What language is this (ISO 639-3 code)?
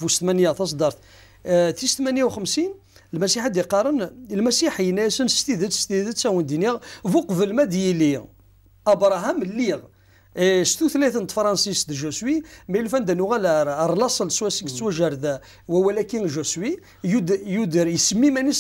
kab